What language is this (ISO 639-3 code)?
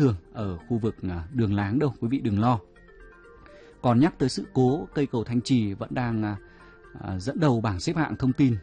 vie